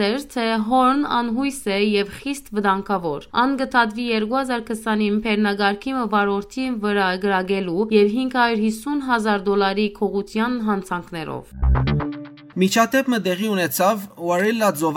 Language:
Western Armenian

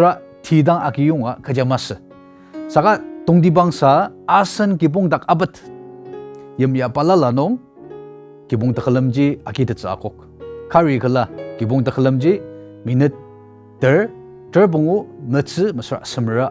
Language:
Ao Naga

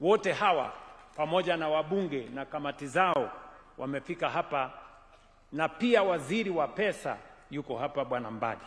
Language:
Swahili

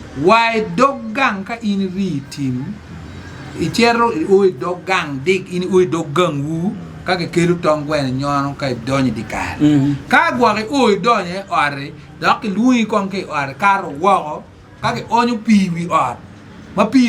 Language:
Acoli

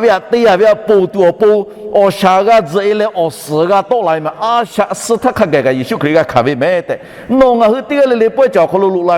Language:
Lahu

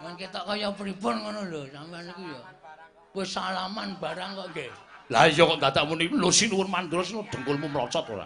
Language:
Javanese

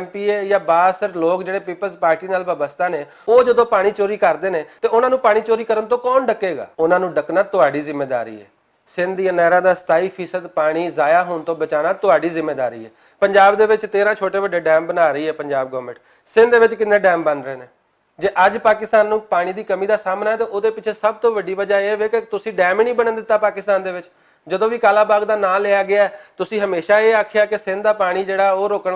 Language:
Western Panjabi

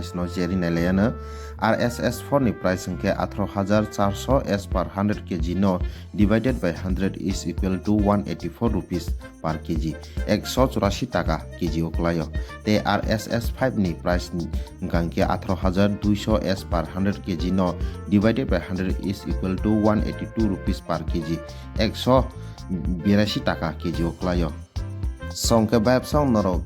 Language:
Kok Borok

